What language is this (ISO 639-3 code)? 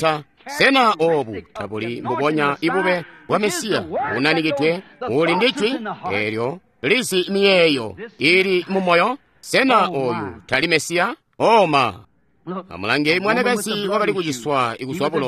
toi